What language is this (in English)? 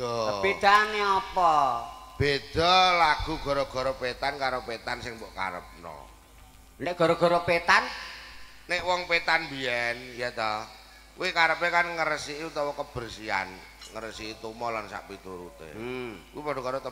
Javanese